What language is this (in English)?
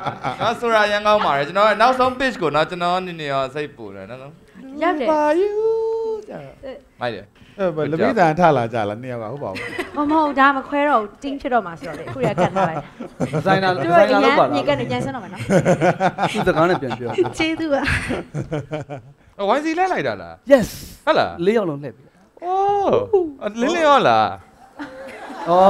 Burmese